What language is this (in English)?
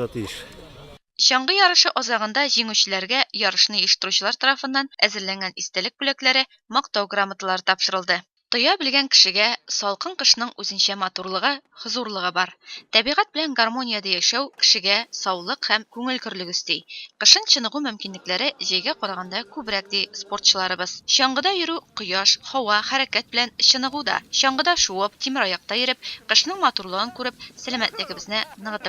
Tatar